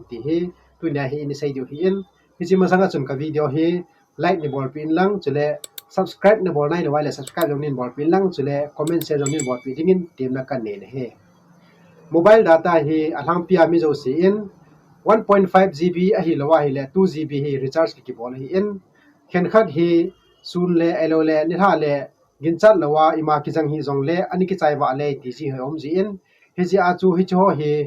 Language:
Thado Chin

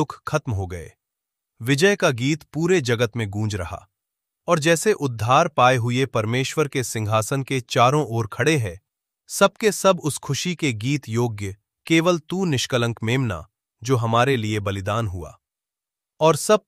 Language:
Hindi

